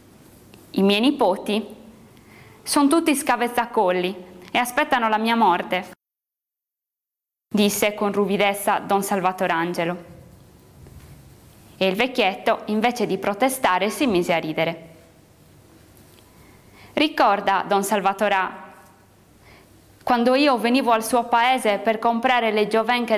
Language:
Italian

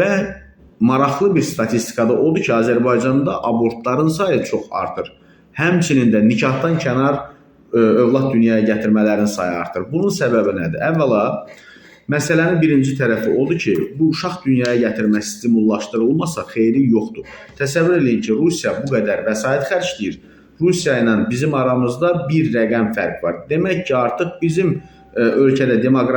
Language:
Azerbaijani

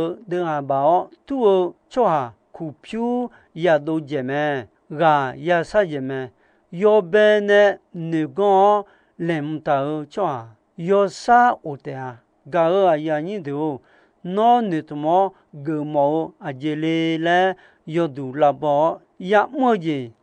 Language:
Akha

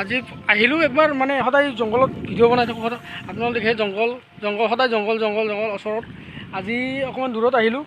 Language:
Assamese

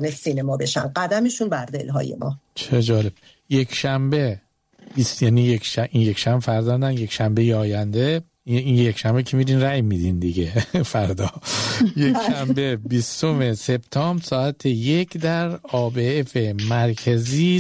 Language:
Persian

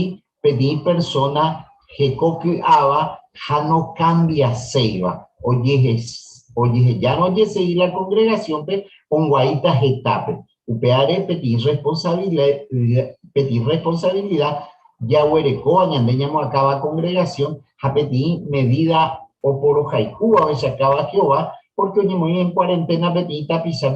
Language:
Guarani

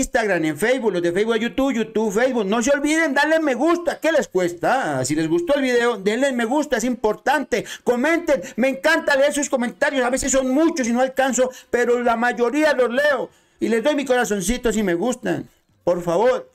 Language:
Spanish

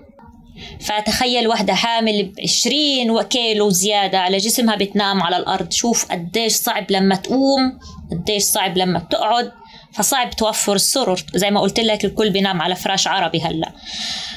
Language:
North Levantine Arabic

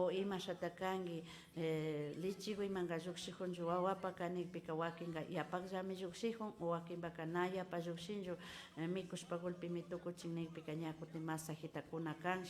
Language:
Imbabura Highland Quichua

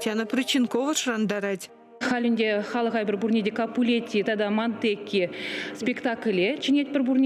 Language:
Chuvash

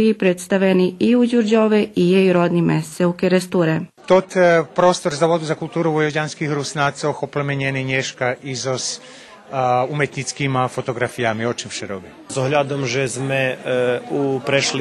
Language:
Rusyn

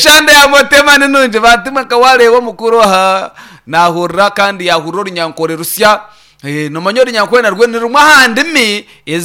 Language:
Nyankole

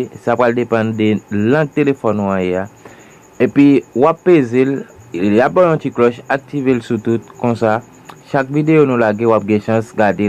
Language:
Haitian Creole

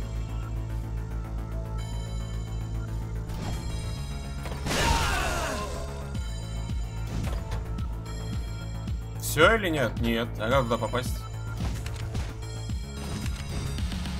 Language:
Russian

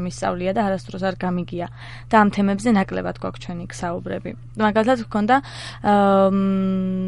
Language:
Georgian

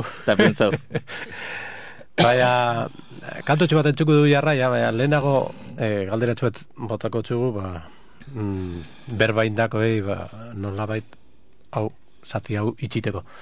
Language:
Basque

